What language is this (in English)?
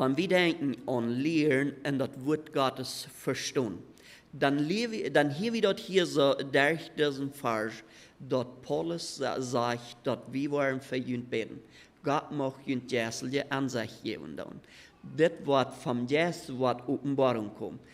Plautdietsch